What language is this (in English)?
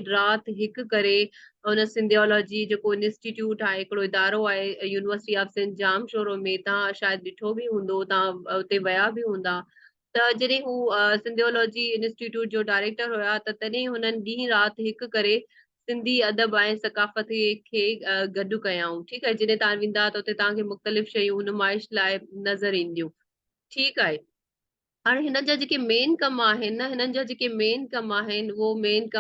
Sindhi